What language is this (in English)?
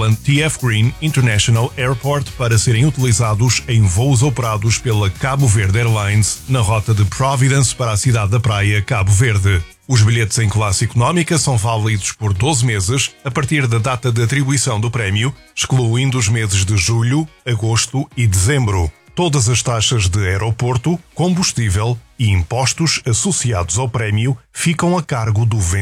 Portuguese